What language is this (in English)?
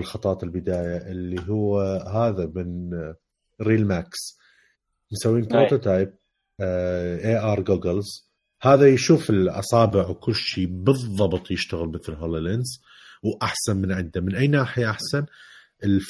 Mesopotamian Arabic